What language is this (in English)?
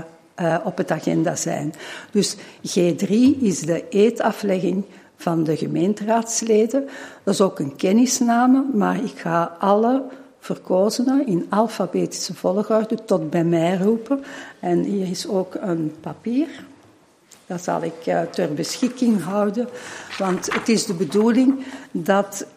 Dutch